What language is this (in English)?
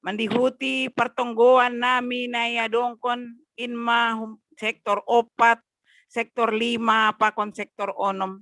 Batak Simalungun